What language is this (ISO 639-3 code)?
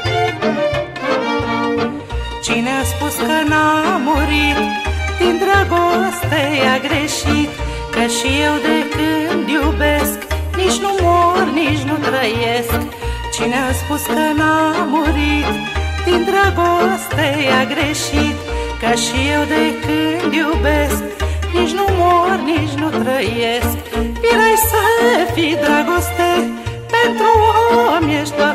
ron